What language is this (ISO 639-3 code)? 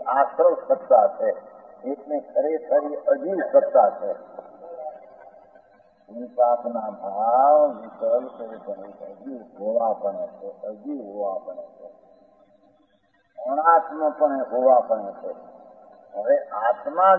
guj